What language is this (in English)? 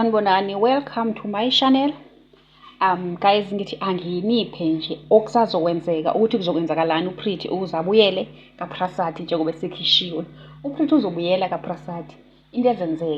Zulu